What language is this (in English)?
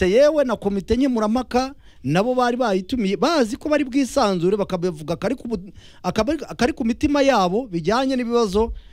Kinyarwanda